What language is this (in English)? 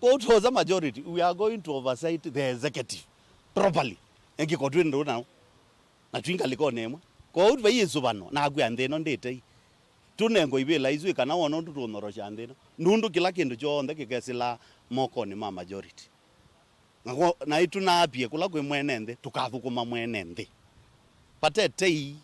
Kamba